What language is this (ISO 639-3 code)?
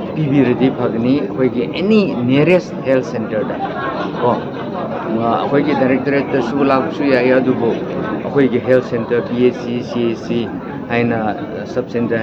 mni